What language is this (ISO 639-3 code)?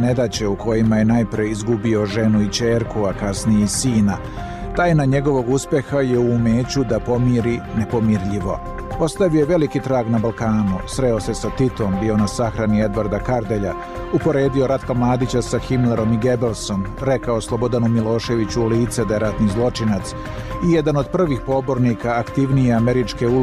srp